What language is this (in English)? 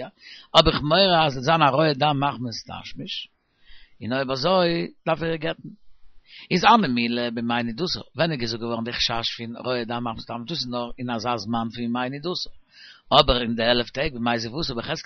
Yiddish